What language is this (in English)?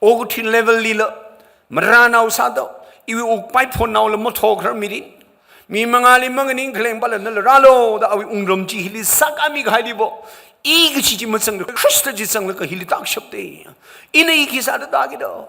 Tangkhul Naga (India)